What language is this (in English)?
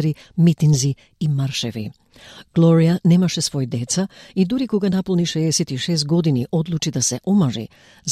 Macedonian